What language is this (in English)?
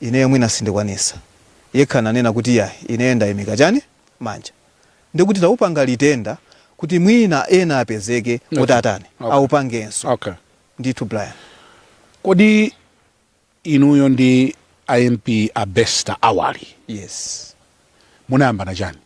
Nyanja